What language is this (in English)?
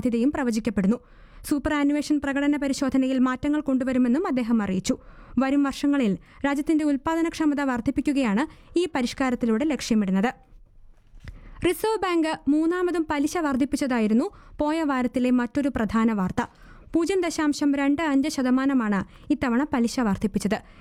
Malayalam